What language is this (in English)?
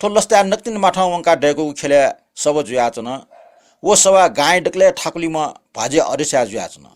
Newari